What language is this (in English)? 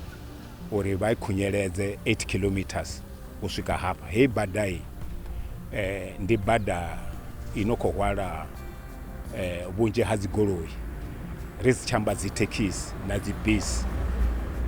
Venda